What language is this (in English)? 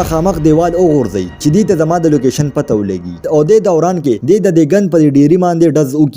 Pashto